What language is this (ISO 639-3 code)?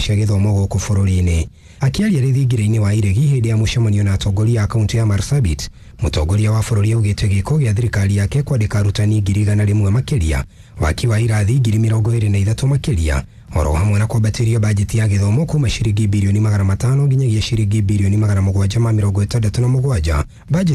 kik